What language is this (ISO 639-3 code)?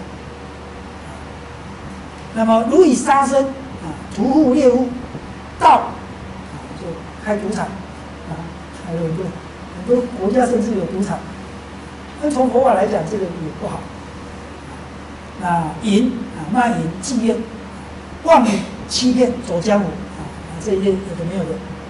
zho